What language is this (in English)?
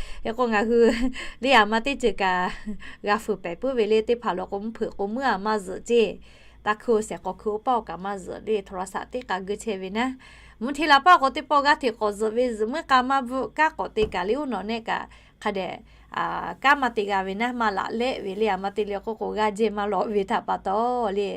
Lahu